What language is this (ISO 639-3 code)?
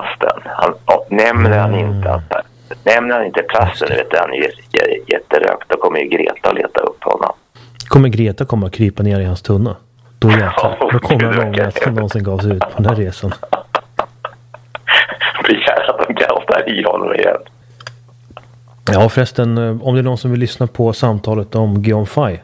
swe